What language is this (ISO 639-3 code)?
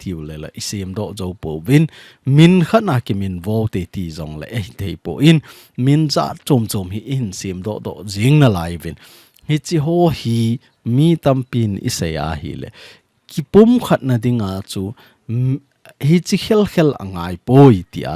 tcz